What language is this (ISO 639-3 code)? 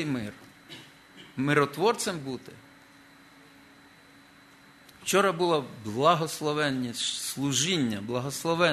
ukr